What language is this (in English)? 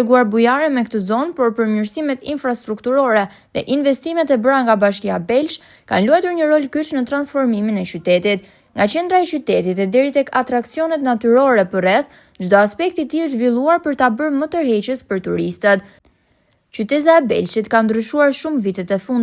Albanian